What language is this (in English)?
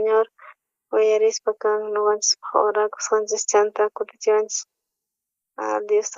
South Bolivian Quechua